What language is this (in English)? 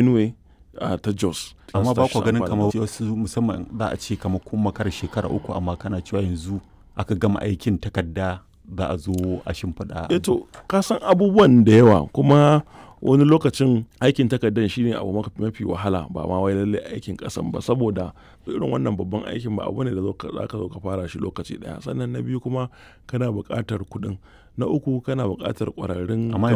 Hausa